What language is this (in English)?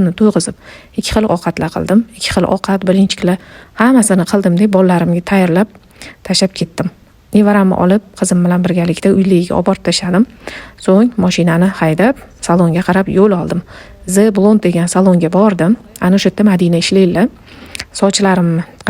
Uzbek